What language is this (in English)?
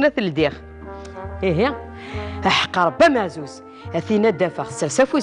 Kabyle